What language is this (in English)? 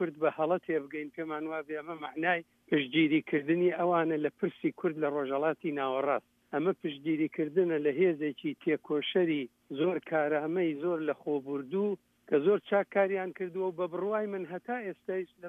Central Kurdish